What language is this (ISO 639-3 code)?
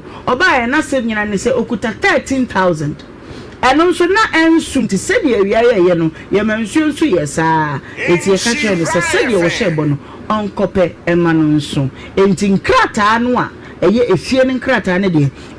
aka